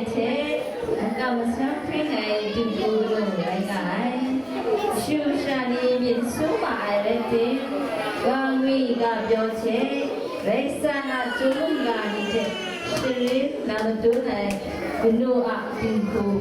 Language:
Kachin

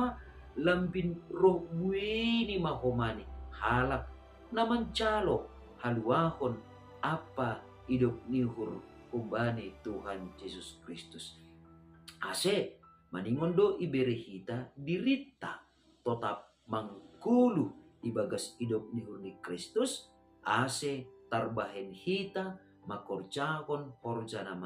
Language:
Batak Simalungun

